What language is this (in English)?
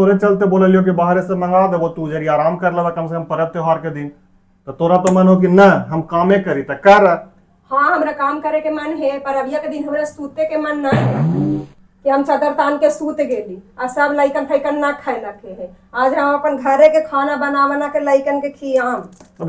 Magahi